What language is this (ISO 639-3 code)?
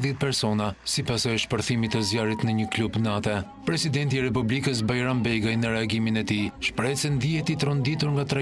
sqi